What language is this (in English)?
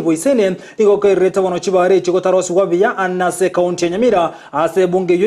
Gusii